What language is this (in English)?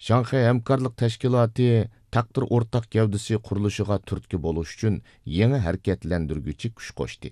Uyghur